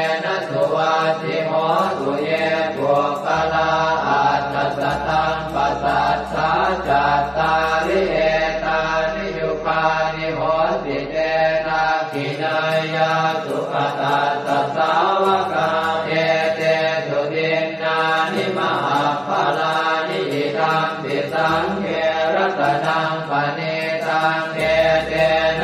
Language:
Pali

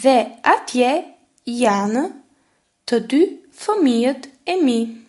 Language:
Albanian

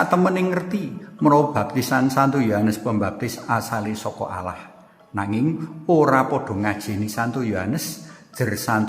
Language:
Javanese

